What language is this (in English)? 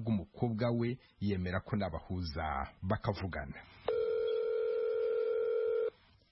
Kinyarwanda